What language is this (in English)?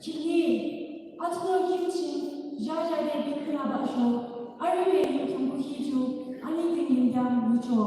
Yimchungru Naga